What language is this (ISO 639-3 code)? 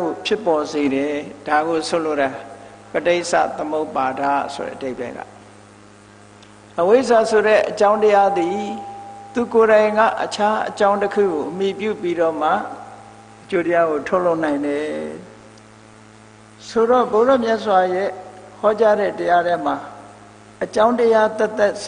mya